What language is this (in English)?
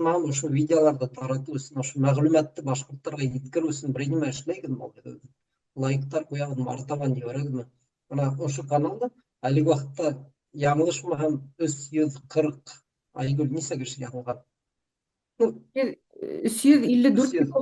Bashkir